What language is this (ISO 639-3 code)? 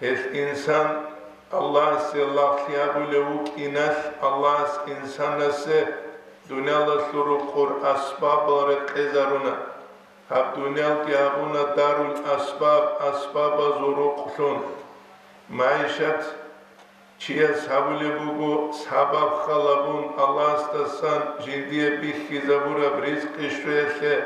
ava